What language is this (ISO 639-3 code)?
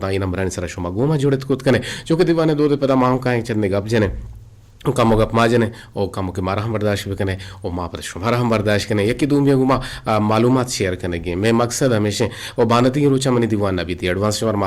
bgp